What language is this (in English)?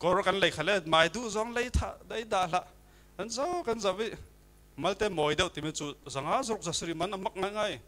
Falam Chin